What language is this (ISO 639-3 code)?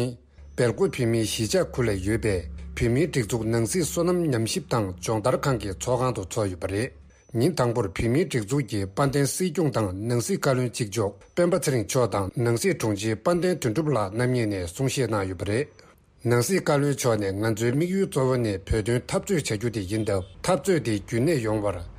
bod